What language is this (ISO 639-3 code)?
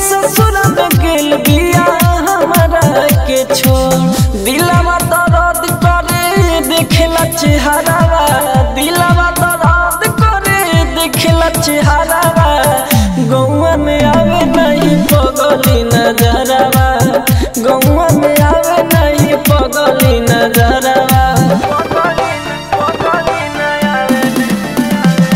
bho